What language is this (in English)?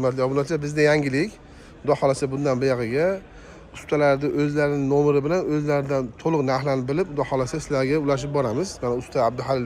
Uzbek